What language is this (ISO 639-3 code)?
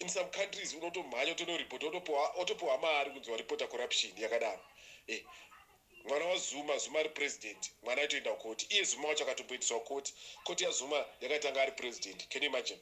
sna